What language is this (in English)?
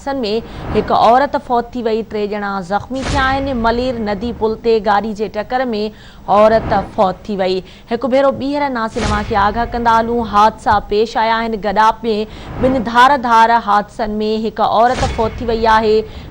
Sindhi